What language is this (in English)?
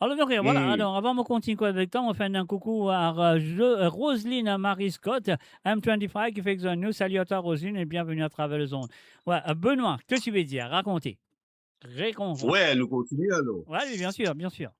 Morisyen